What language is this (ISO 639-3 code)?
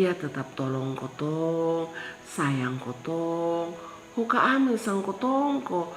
mkn